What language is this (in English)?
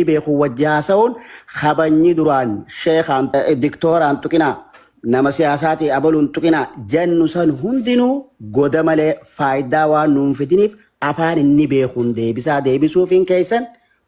Oromo